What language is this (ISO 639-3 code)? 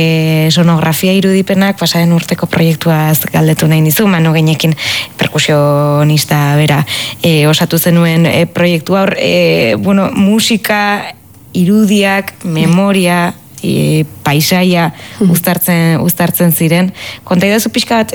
eus